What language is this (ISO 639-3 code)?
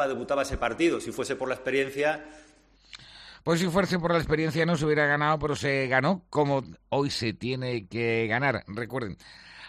spa